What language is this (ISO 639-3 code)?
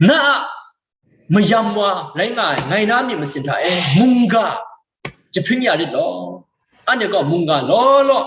kac